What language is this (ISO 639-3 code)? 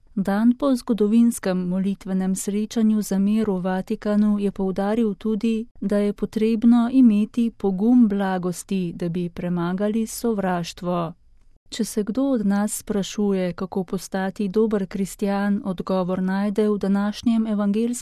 slv